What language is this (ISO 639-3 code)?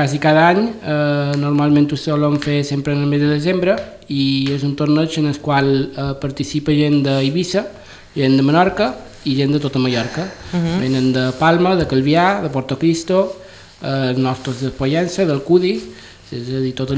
cat